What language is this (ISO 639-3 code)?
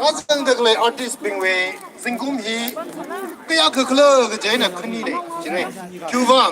nmf